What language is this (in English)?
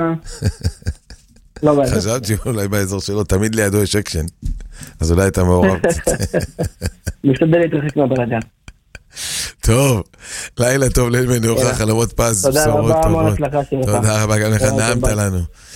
Hebrew